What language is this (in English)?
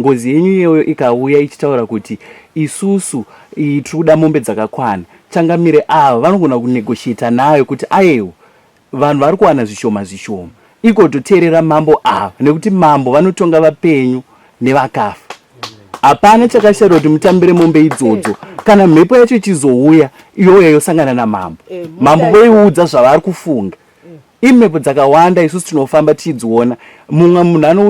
Shona